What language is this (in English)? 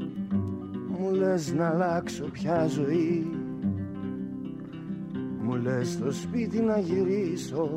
Greek